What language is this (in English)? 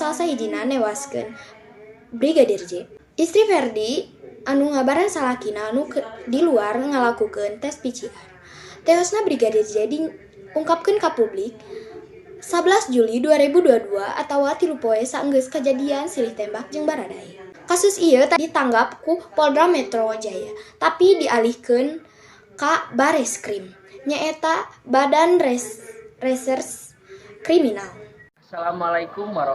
Sundanese